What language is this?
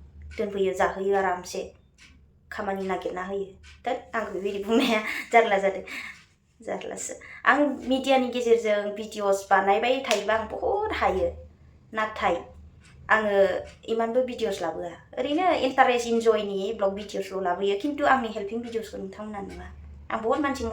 Bodo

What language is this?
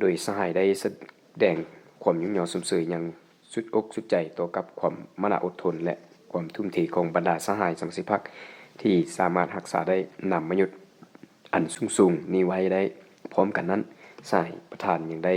Lao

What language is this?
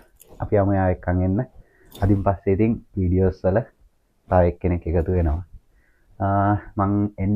Sinhala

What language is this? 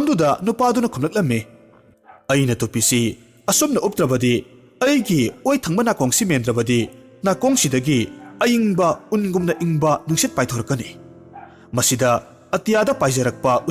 Manipuri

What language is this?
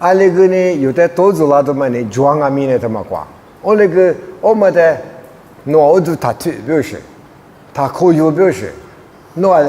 Lisu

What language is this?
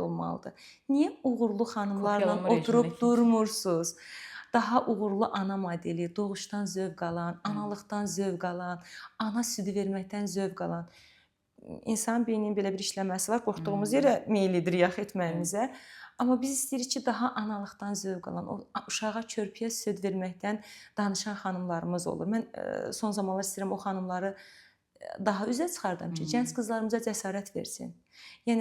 Azerbaijani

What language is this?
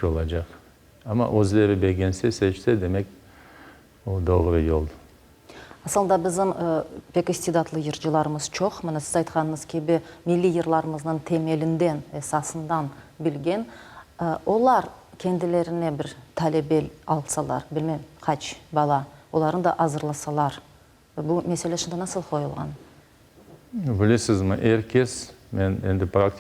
Crimean Tatar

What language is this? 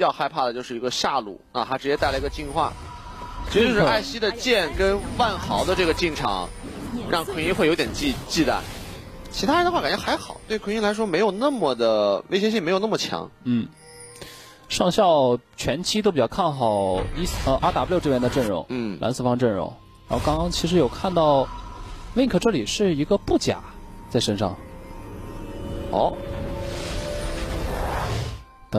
Chinese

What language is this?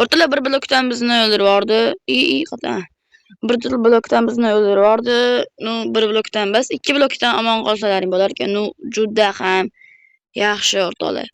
Uzbek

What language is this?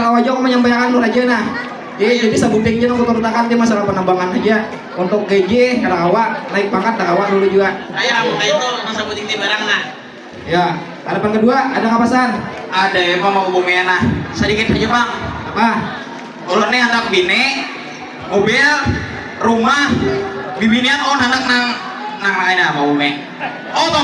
Banjar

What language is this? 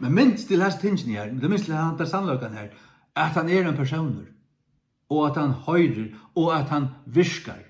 Faroese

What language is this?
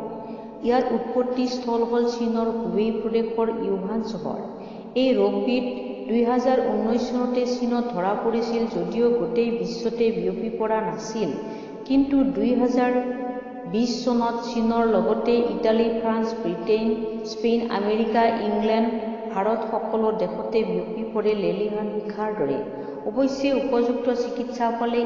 Assamese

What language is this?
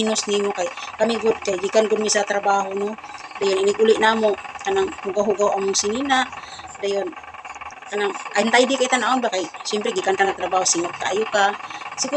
Cebuano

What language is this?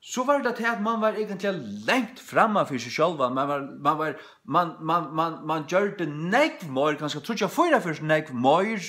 Faroese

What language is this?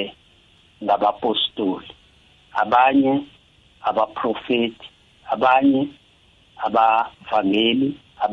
South Ndebele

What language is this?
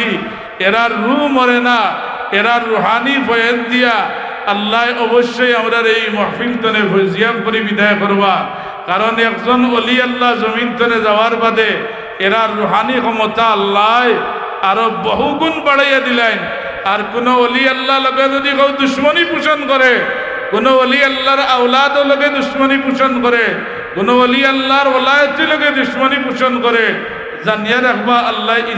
Sylheti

